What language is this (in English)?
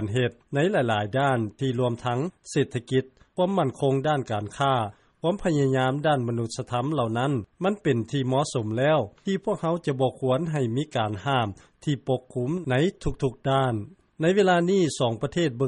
Lao